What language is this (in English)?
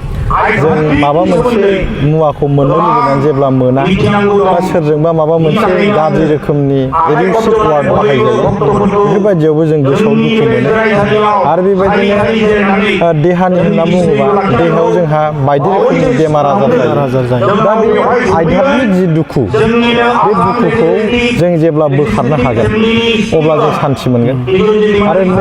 Bodo